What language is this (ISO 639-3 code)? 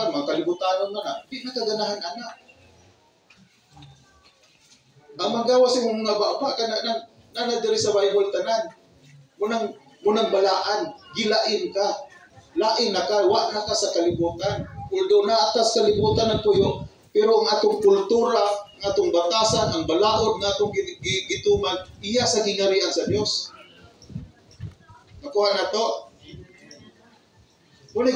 ceb